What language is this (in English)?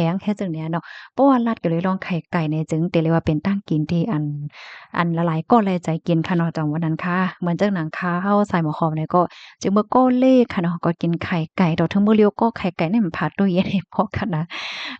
Shan